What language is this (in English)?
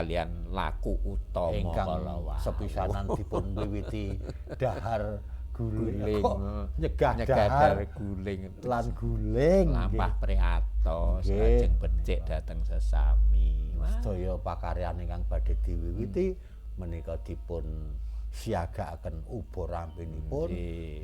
Javanese